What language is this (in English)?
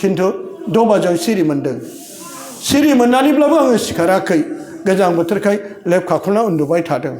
Bodo